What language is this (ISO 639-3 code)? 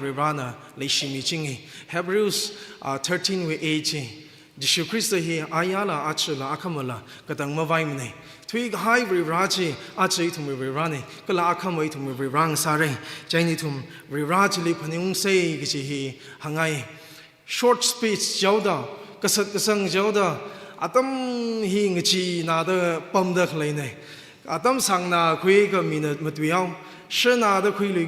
nmf